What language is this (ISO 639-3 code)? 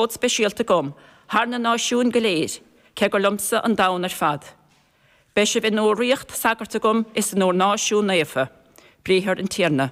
gle